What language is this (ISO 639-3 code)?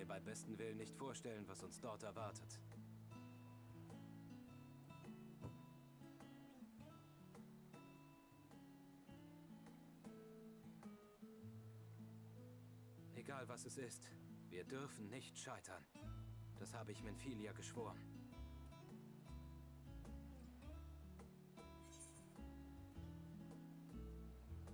deu